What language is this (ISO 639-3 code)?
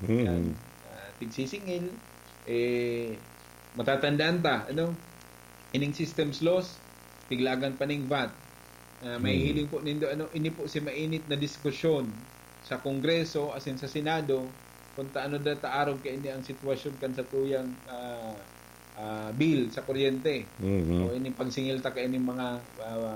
bik